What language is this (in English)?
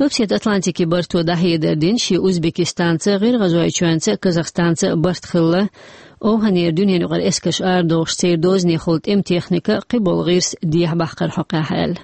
Chechen